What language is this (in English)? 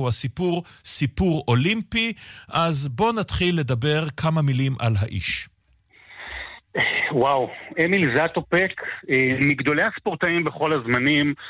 Hebrew